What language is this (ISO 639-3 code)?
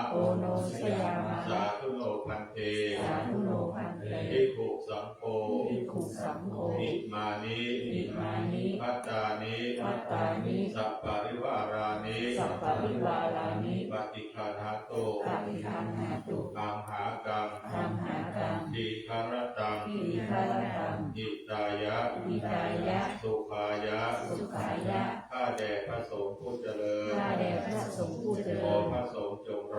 pli